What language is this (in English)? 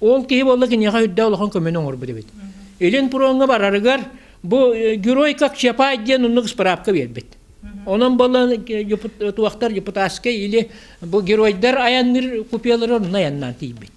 Yakut